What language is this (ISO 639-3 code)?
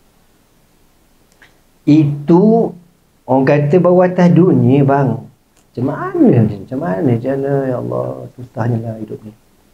msa